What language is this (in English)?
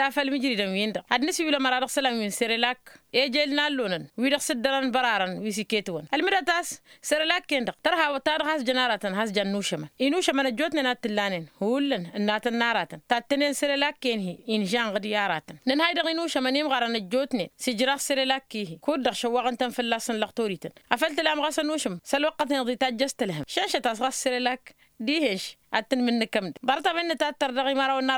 Tamasheq